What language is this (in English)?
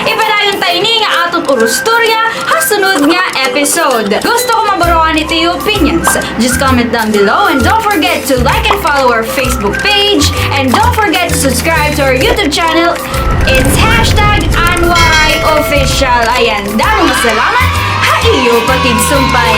Waray